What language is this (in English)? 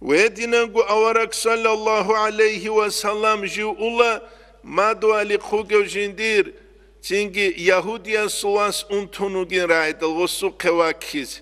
Avaric